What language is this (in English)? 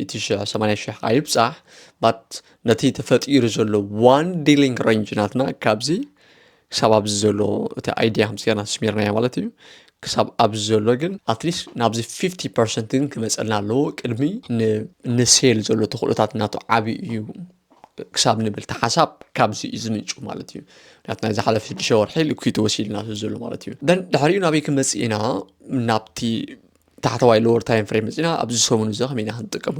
Tigrinya